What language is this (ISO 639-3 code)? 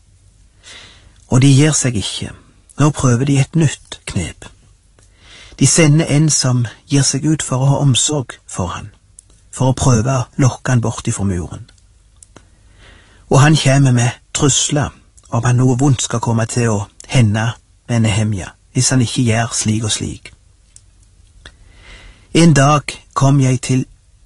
nor